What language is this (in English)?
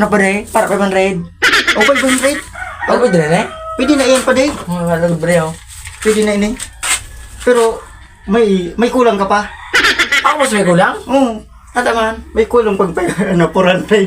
Bikol